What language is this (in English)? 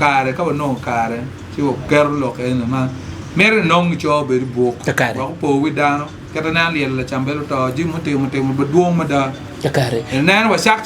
Acoli